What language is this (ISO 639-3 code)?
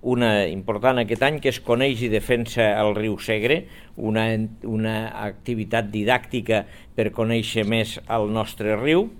cat